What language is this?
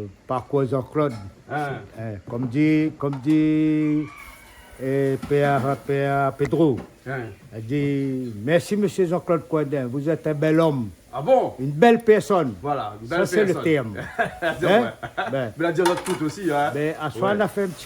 Réunion Creole French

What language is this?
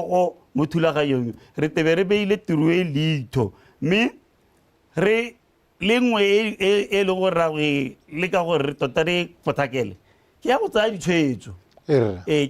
Tswana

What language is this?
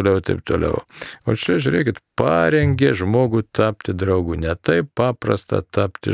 Lithuanian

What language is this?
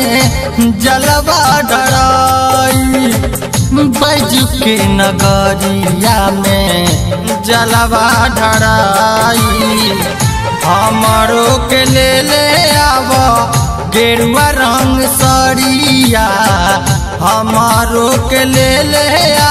Bhojpuri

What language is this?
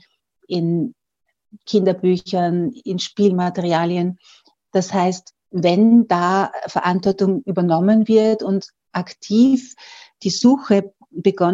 German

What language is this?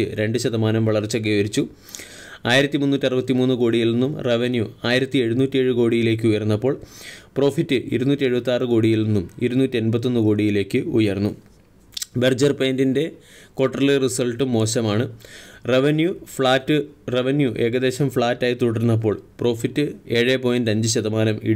Malayalam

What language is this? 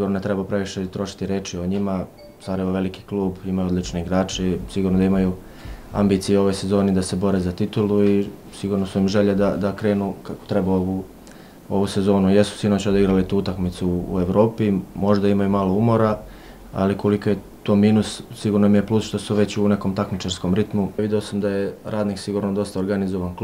Bosnian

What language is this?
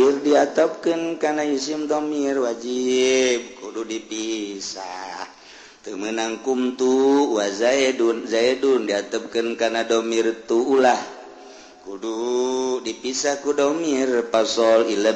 Sundanese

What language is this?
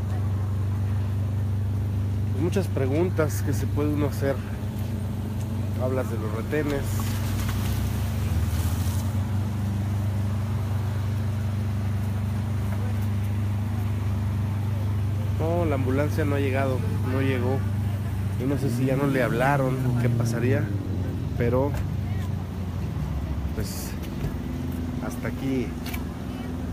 Spanish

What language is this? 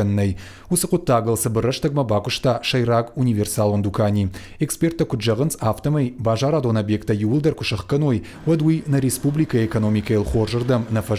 Ossetic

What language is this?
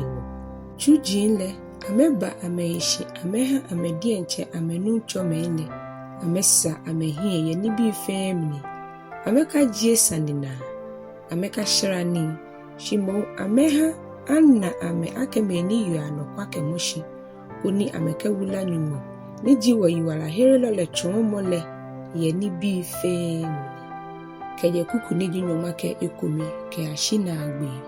Ga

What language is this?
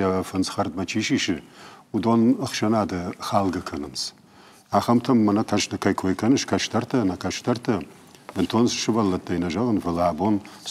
Ossetic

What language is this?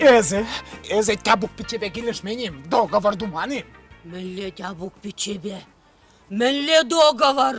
Chuvash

